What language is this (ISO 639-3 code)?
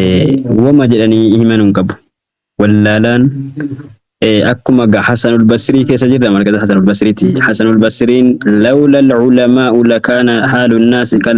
orm